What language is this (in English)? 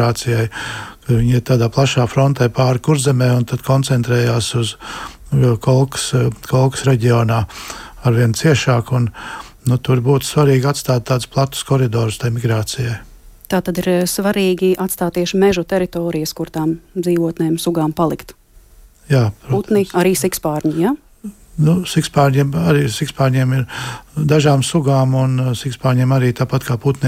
Latvian